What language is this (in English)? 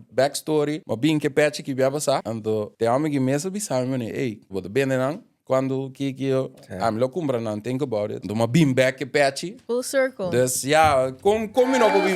Papiamento